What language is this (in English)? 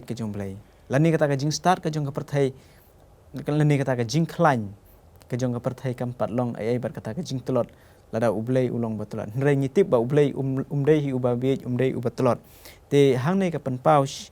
Khasi